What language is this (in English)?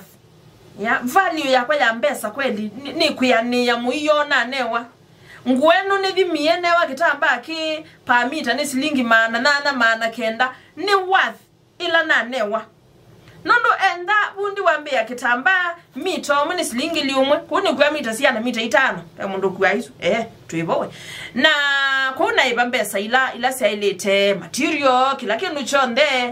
Kamba